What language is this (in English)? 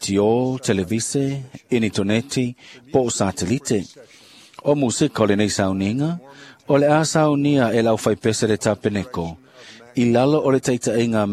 Samoan